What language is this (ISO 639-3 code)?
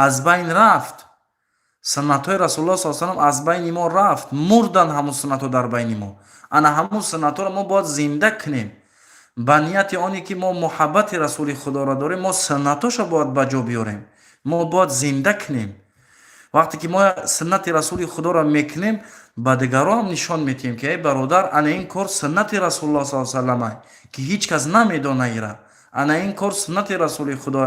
tgk